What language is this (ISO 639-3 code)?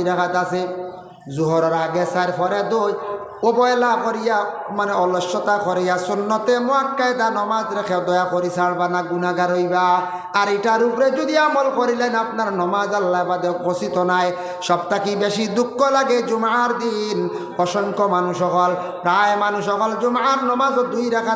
syl